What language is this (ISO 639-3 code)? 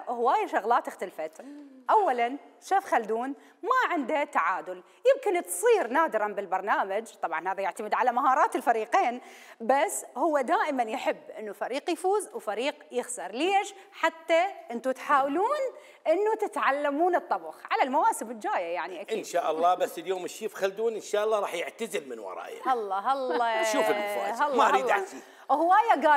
acm